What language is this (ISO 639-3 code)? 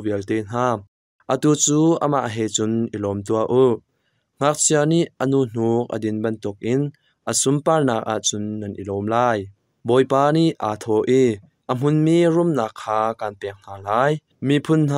cnh